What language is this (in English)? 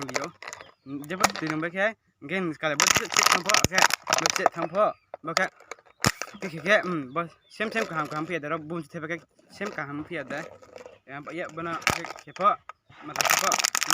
Riang (India)